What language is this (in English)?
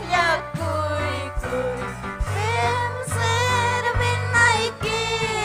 Ayacucho Quechua